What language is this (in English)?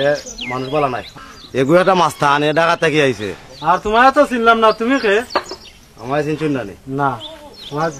Sylheti